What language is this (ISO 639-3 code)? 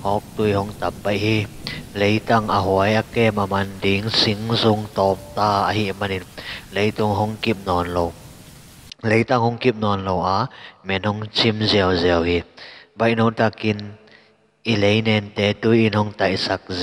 ctd